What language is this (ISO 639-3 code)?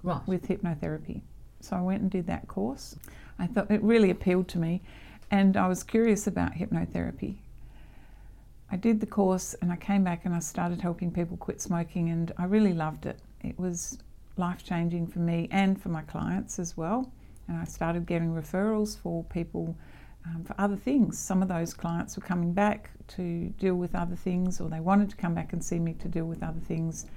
eng